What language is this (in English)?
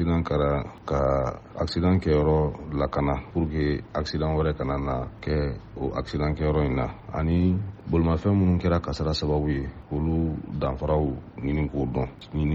Bambara